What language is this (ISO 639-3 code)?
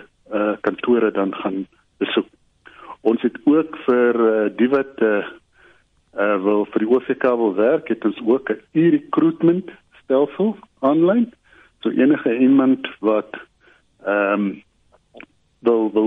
afr